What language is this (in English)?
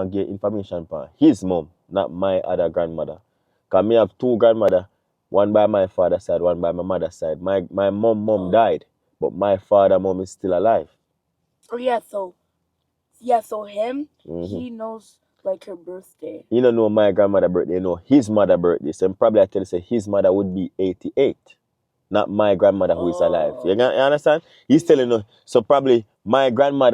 Jamaican Creole English